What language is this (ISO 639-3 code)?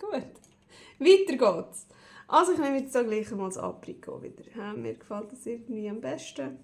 gsw